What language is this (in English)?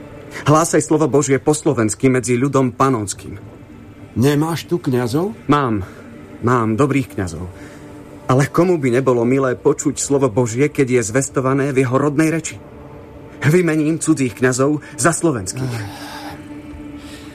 Slovak